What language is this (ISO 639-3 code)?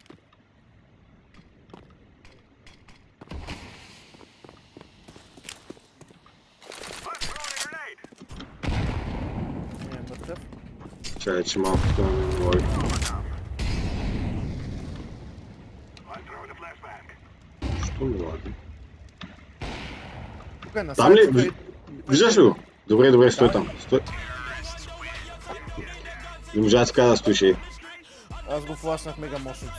bul